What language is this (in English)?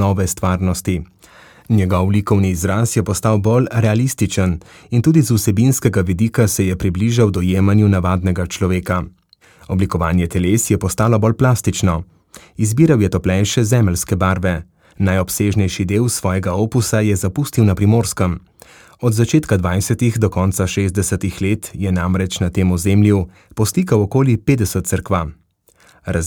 Slovenian